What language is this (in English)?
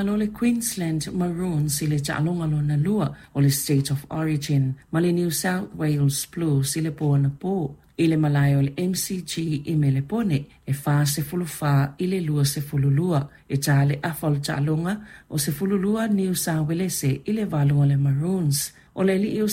Samoan